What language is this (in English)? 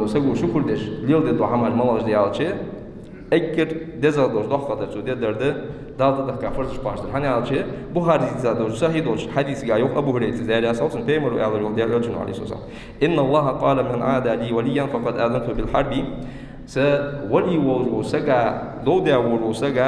Ingush